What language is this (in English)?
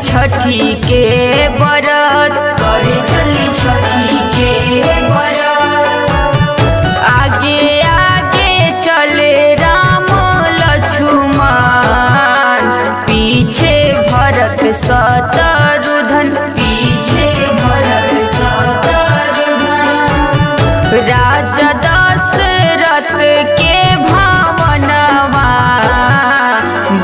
Bhojpuri